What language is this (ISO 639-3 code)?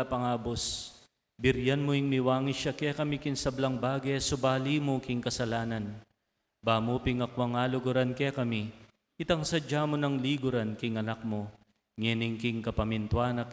pam